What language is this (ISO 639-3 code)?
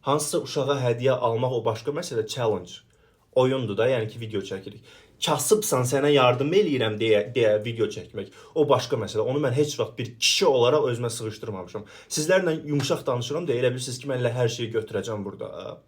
aze